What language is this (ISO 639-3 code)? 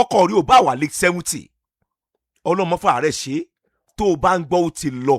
yor